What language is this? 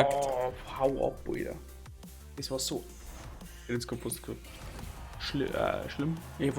Bavarian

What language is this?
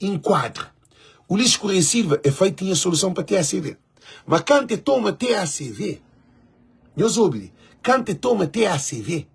Kabuverdianu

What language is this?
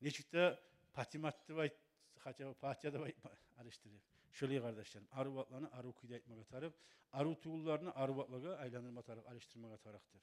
Kumyk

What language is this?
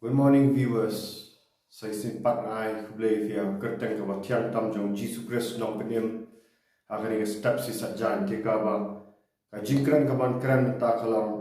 Khasi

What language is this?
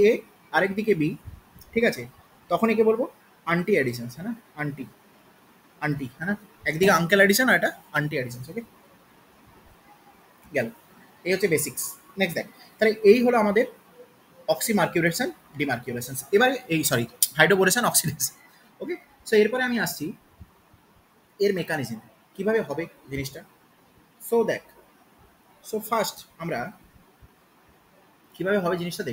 Bangla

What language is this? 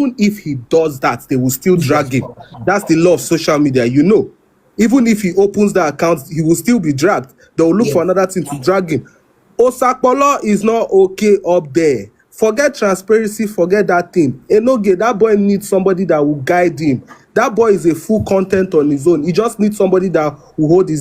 Nigerian Pidgin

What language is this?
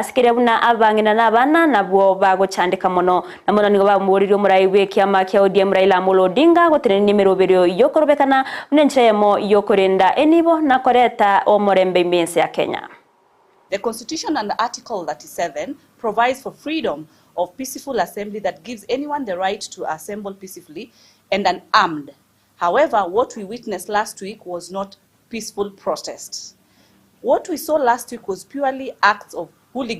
Gusii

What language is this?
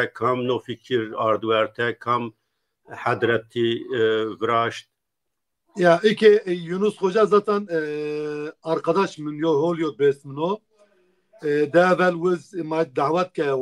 Zaza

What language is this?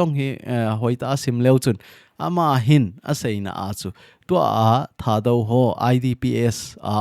Thado Chin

